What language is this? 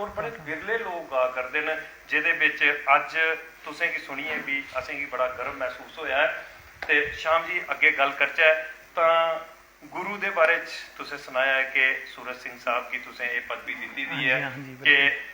Dogri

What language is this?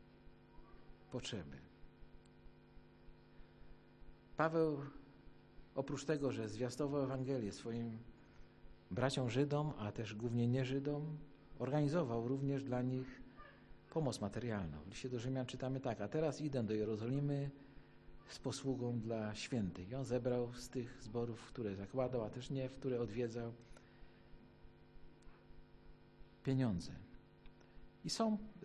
Polish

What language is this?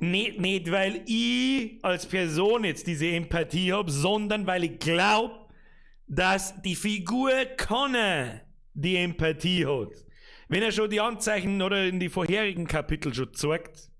Bavarian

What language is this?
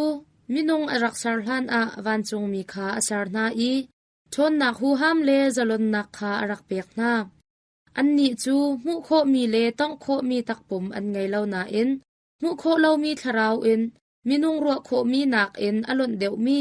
Hakha Chin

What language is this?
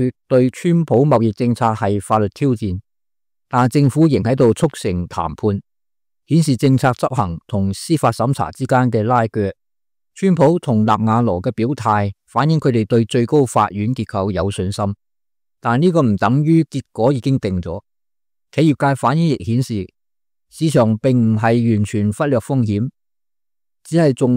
Cantonese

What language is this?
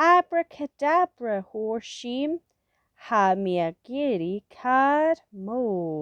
Scottish Gaelic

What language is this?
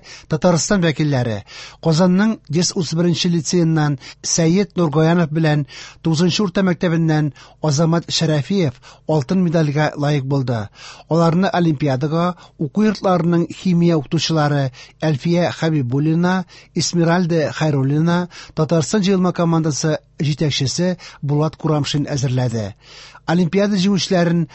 Tatar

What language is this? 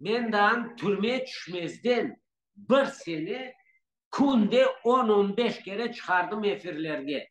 Crimean Tatar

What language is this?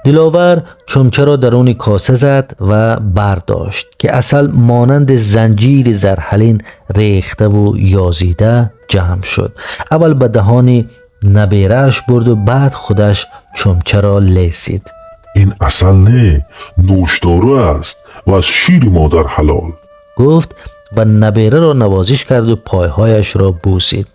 Tajik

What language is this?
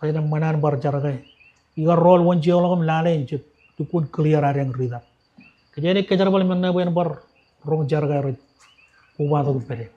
Marshallese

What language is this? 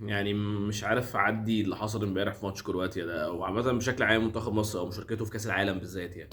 Egyptian Arabic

